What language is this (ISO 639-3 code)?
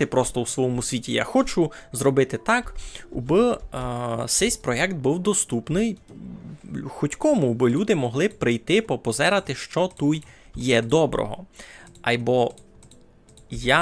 rue